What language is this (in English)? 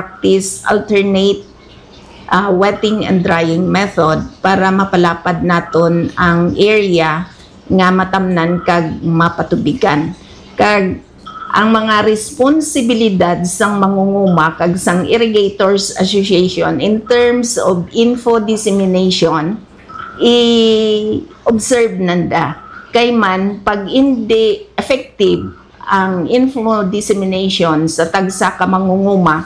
Hiligaynon